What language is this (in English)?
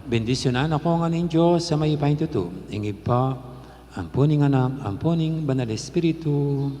Pampanga